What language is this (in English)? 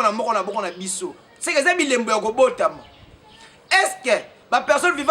Lingala